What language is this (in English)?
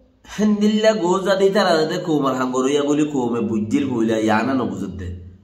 Rohingya